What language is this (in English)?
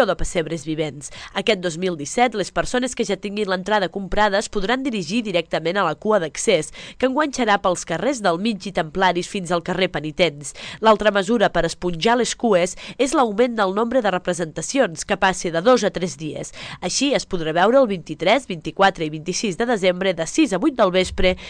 Catalan